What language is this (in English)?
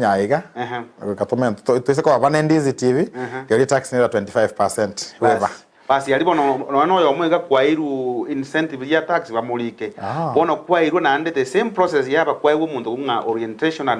Gusii